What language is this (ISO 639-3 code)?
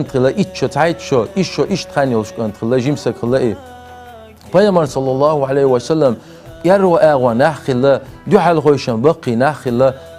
che